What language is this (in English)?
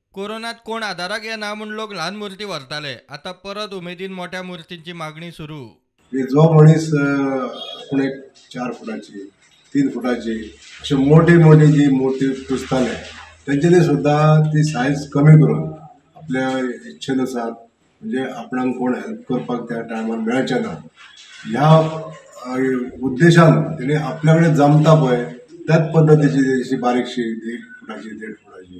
Konkani